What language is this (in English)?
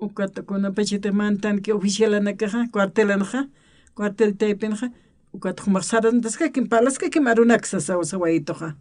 Aymara